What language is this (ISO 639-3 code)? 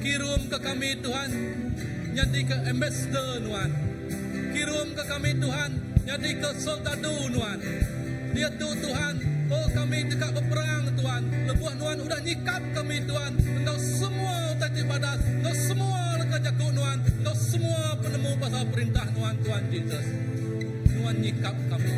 iba